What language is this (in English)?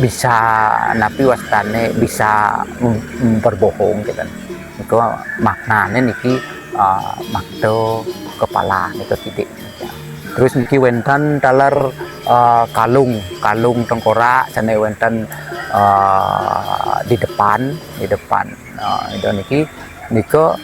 Balinese